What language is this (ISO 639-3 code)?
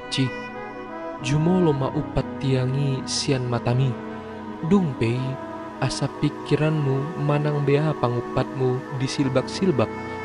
bbc